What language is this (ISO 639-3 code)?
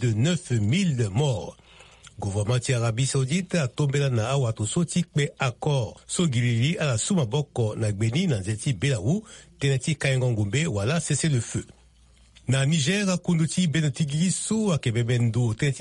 sag